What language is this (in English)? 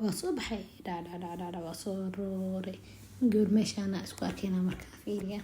Somali